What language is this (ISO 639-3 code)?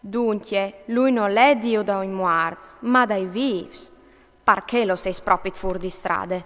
fur